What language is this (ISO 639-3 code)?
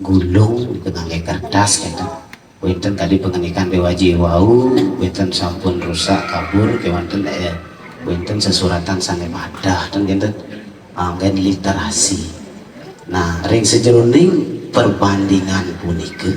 ban